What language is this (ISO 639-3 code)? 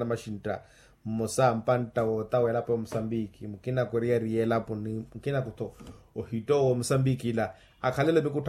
vmw